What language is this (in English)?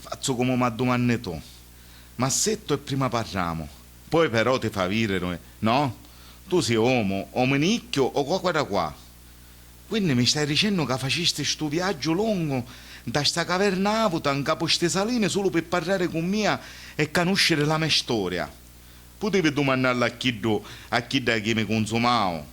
Sicilian